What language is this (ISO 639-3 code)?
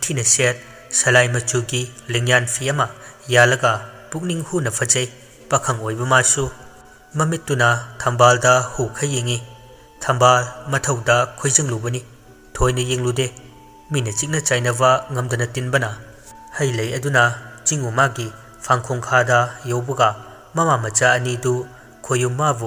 mni